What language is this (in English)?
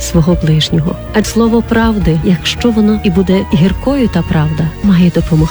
Ukrainian